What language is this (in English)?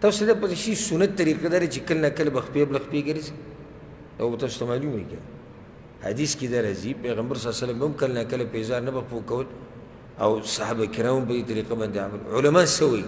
Pashto